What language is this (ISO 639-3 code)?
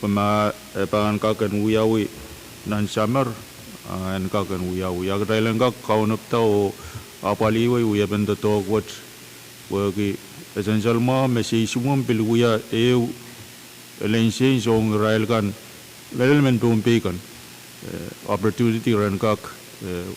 pon